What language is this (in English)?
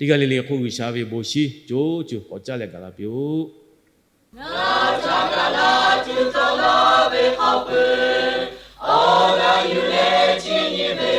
Lahu